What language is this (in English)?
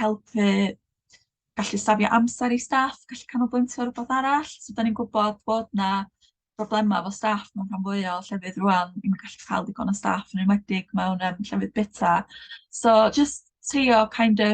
Welsh